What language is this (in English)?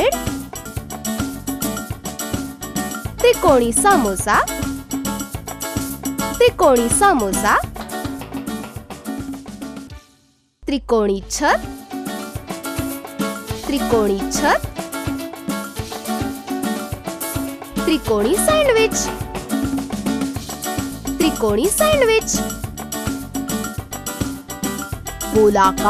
Marathi